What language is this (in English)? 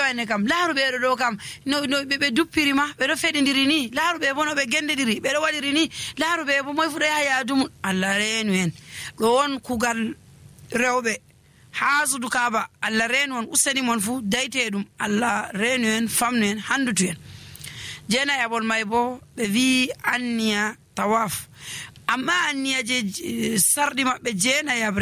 Nigerian Fulfulde